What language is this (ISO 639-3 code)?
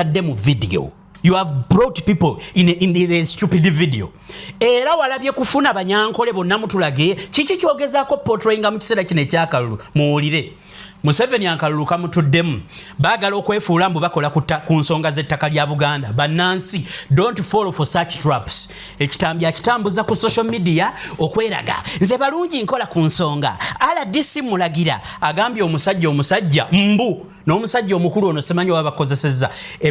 lug